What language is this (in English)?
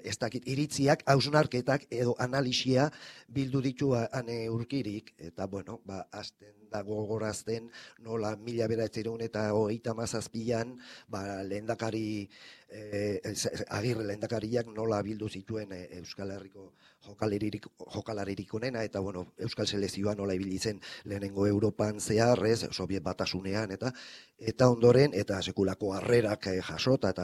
Basque